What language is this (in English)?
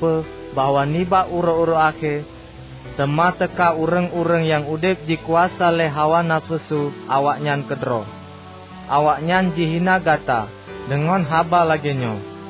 Achinese